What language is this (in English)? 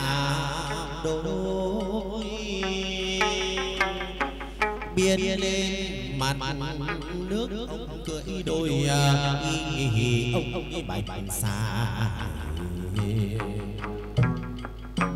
Vietnamese